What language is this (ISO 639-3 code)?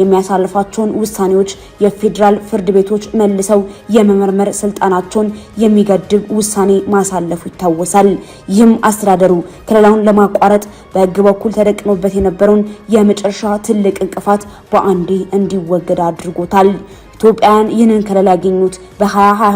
amh